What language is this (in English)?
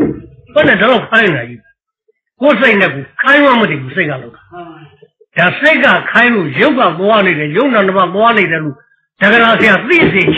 Burmese